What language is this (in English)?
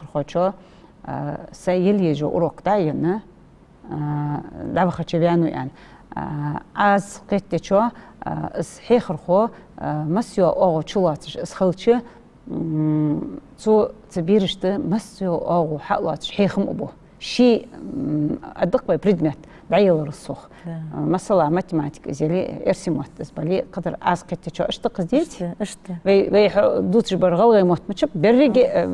Ingush